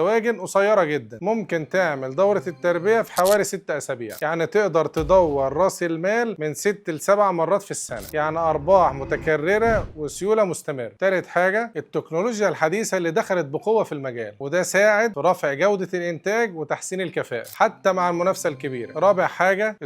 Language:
Egyptian Arabic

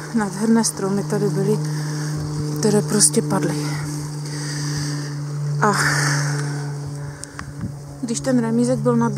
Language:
Czech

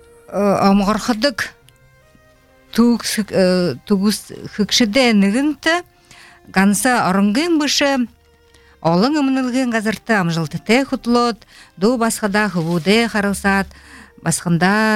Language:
Buriat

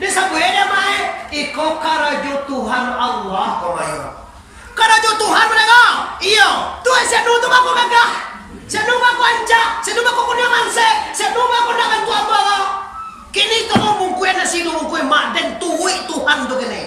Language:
Minangkabau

